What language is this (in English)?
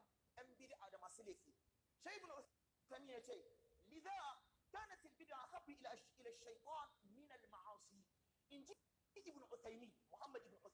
Hausa